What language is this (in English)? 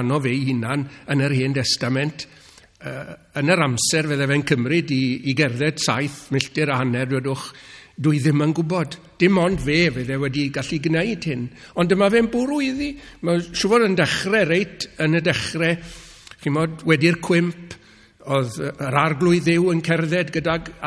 Welsh